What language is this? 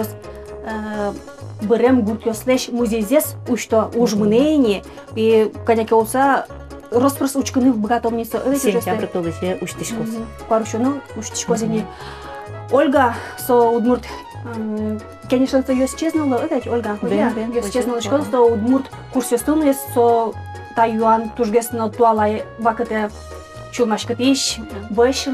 Udmurt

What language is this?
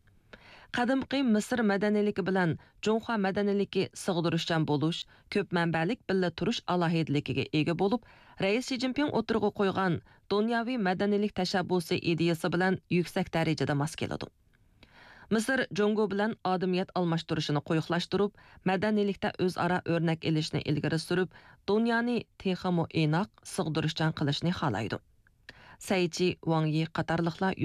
Uyghur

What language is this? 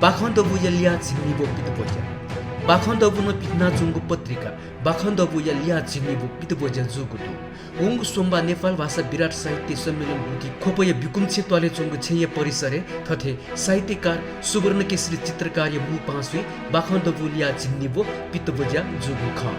Newari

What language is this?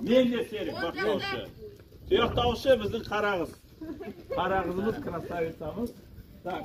Kazakh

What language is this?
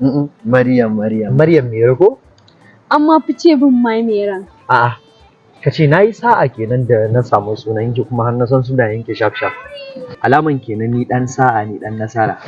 Hausa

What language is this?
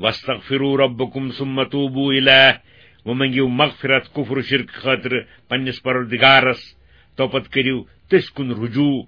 Kashmiri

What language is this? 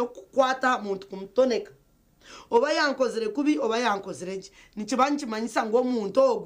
Nyankole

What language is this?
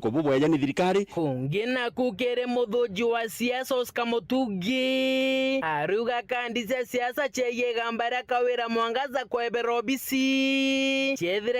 Meru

